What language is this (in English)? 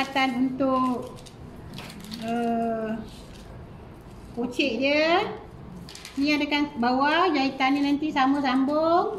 Malay